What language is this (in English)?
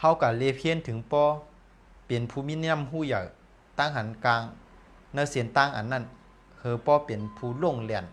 Shan